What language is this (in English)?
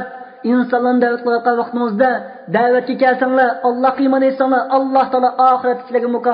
Uyghur